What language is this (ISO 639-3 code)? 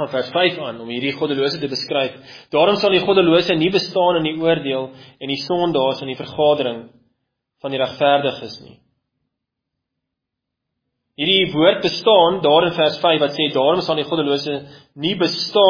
afr